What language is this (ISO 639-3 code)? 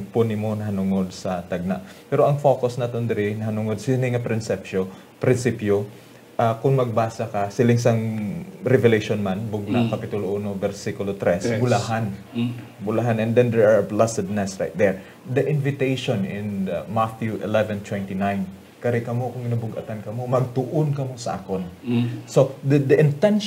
hil